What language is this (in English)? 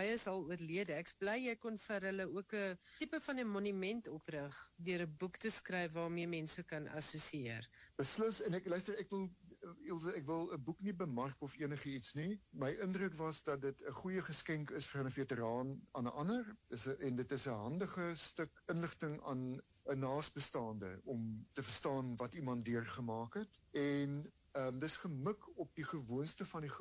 Afrikaans